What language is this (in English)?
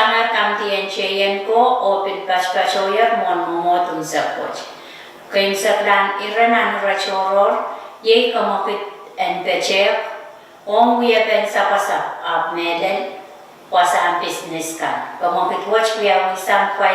Pohnpeian